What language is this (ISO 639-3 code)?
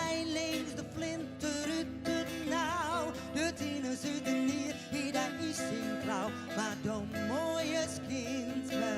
fry